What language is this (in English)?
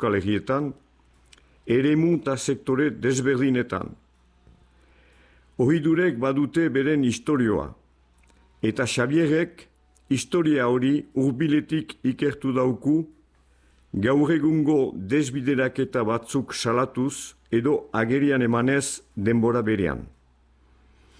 Basque